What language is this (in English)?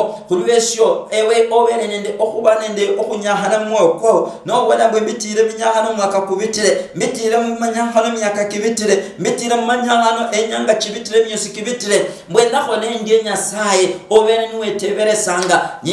Luyia